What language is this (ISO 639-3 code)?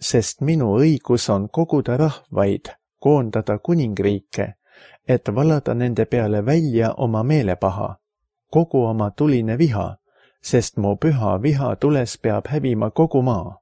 est